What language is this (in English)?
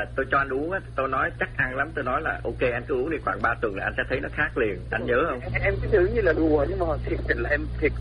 Vietnamese